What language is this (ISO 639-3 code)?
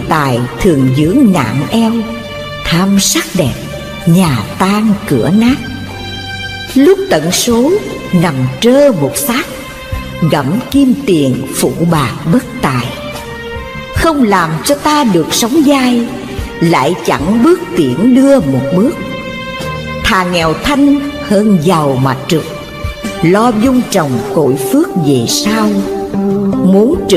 vie